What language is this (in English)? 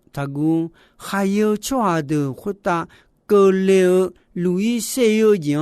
Akha